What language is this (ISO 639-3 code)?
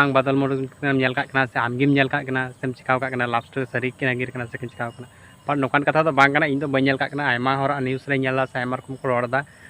sat